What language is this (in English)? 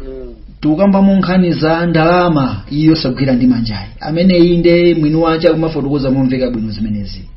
Nyanja